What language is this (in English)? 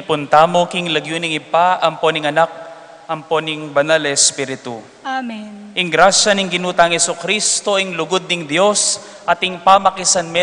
Pampanga